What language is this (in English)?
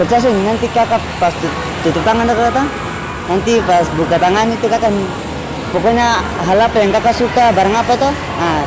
Ambonese Malay